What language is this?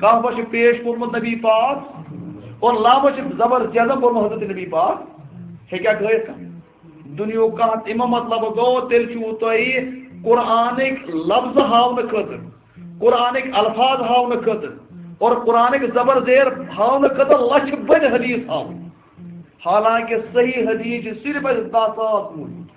Kashmiri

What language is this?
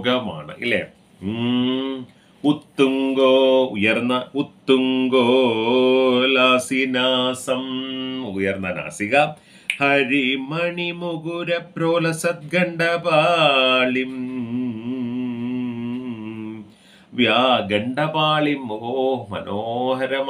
Malayalam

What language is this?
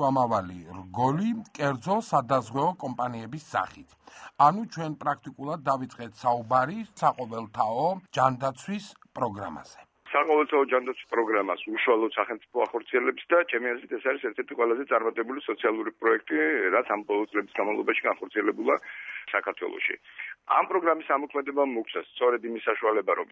Georgian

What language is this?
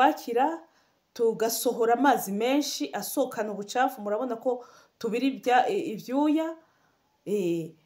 Rundi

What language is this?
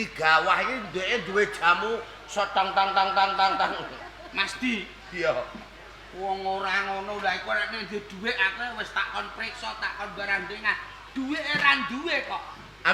Javanese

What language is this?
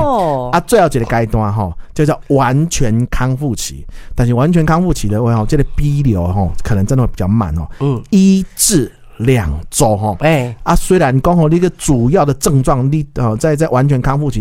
Min Nan Chinese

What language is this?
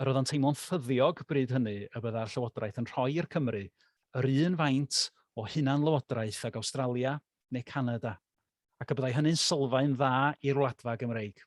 Welsh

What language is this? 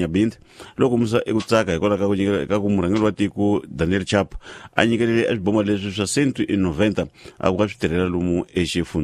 Tsonga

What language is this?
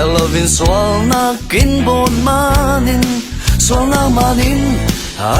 Falam Chin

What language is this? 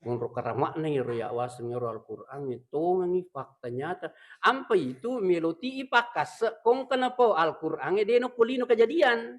Buginese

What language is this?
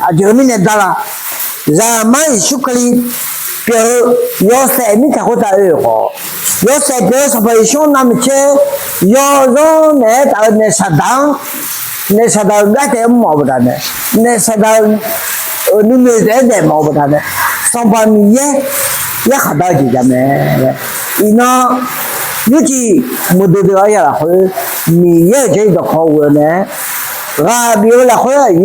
Akha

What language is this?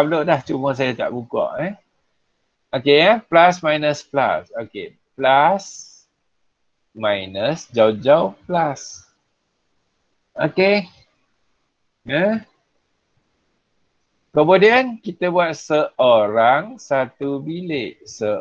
Malay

